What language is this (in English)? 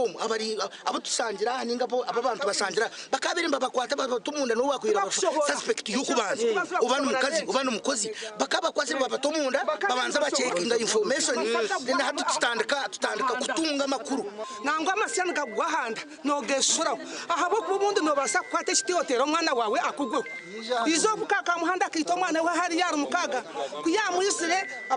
Nyankole